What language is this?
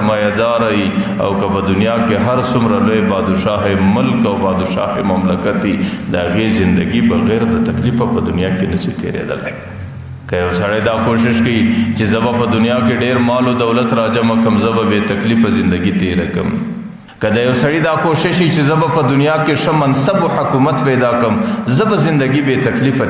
Pashto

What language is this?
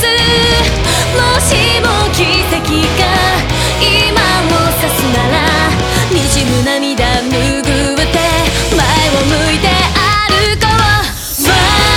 Japanese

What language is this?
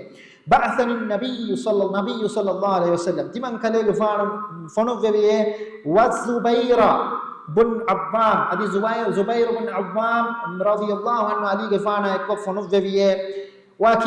Divehi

